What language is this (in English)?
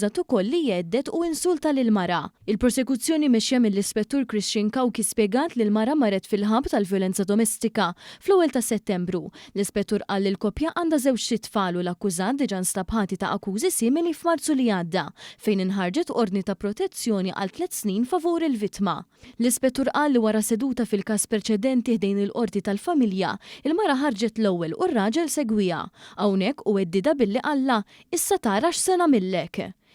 Maltese